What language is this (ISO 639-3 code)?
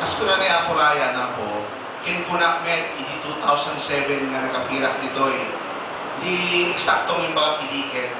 ilo